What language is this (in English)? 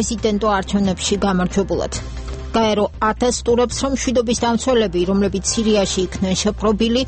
Georgian